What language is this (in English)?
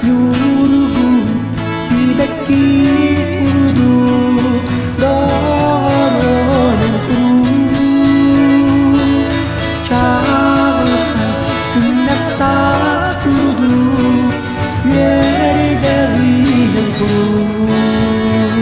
Yakut